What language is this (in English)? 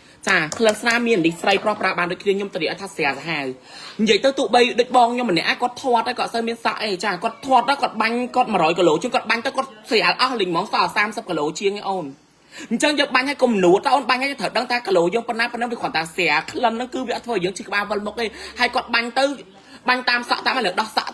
Khmer